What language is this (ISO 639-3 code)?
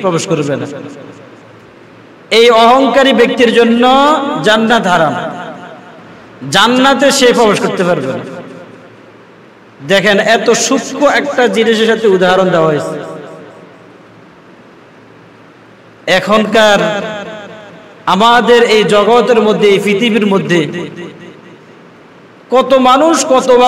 ben